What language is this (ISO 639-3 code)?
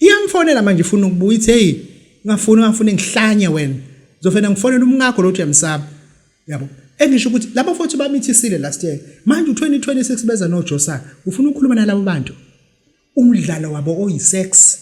zul